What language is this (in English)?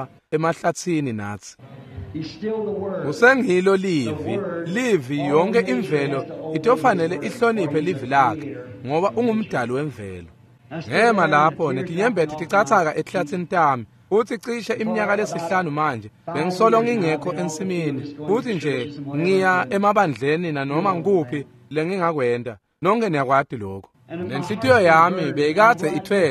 Swati